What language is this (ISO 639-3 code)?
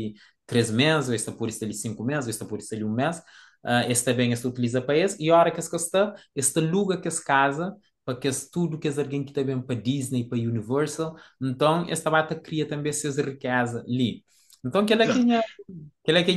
kea